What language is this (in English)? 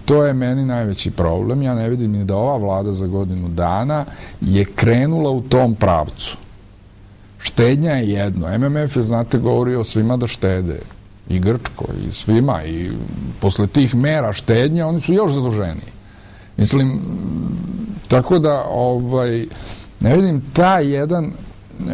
Serbian